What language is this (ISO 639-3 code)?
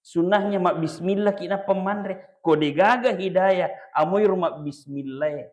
bug